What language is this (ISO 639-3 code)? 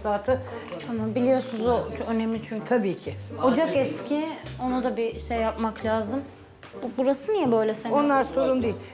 tur